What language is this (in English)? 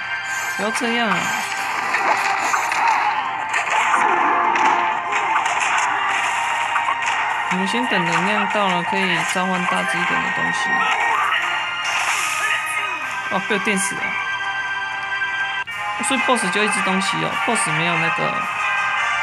Chinese